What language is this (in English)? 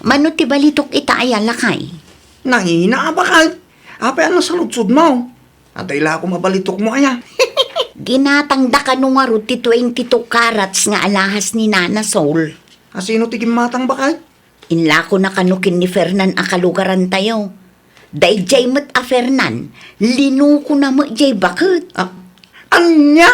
Iloko